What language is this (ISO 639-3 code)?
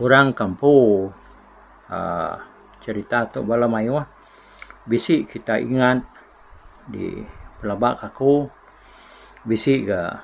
iba